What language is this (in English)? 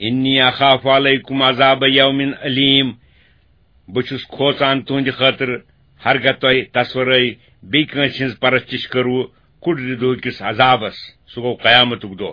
Kashmiri